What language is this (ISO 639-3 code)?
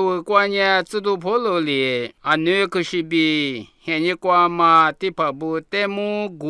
lis